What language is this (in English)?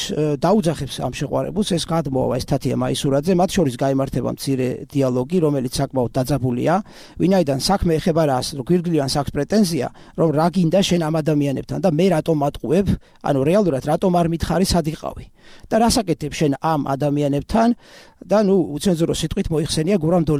Georgian